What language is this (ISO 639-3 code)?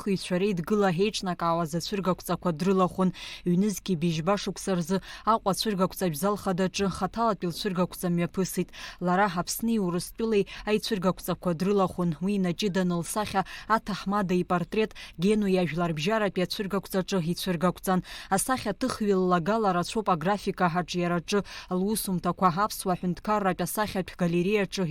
abk